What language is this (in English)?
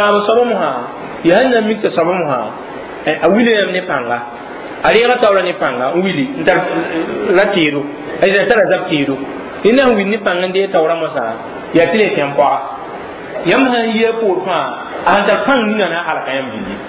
Mossi